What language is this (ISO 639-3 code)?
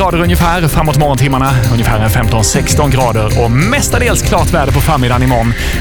swe